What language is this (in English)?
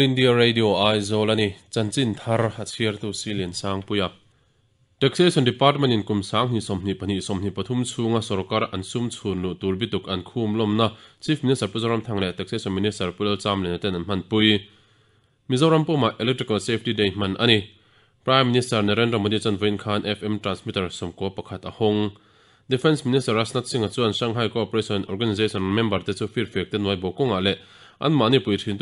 Mizo